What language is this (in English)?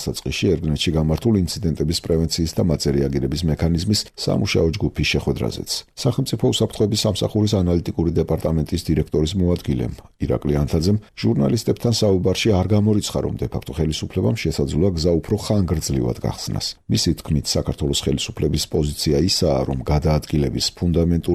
Georgian